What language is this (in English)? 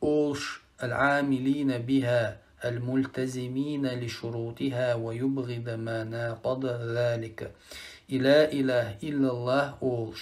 Chechen